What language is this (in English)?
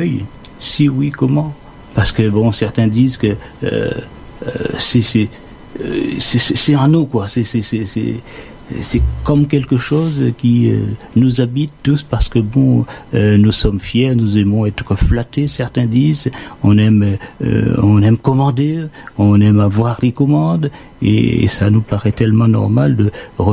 French